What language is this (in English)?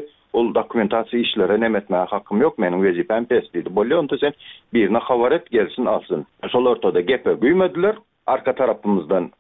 Turkmen